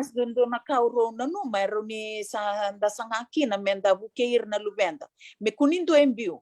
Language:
Fijian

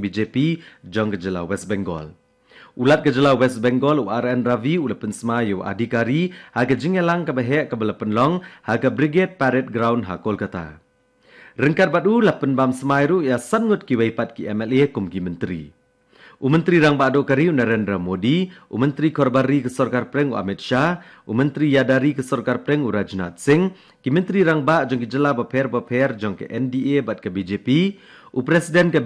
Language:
Khasi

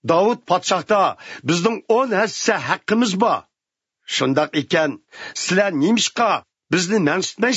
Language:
Uyghur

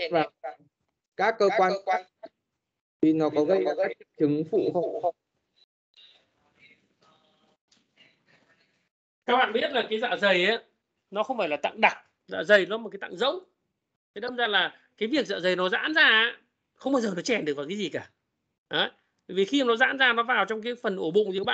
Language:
Vietnamese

